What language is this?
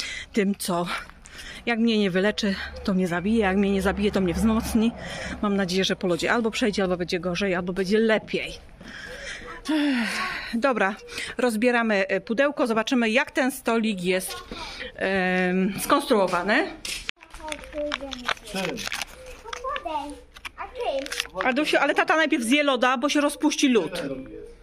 Polish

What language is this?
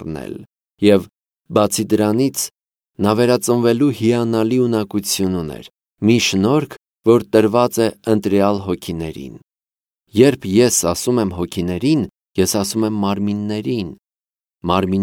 Armenian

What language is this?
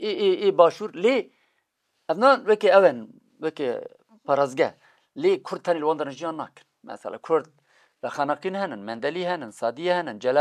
Kurdish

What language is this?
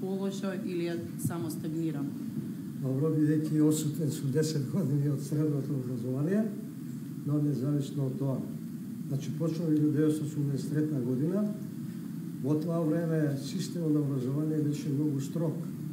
Macedonian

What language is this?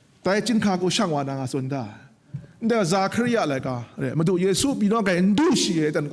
Kachin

